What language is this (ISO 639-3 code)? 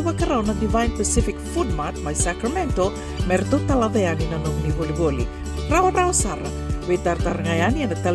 fij